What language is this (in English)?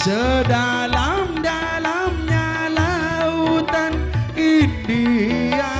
Madurese